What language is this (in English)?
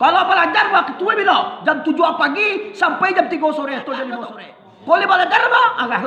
Minangkabau